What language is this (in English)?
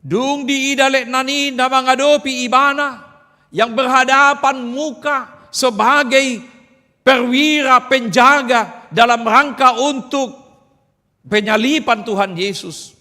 Batak Toba